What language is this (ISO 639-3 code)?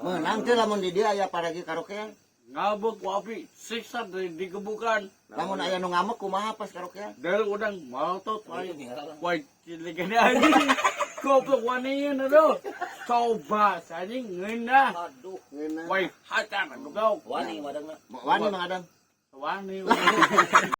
sun